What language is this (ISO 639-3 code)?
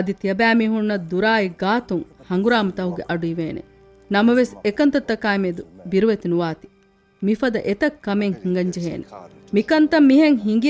div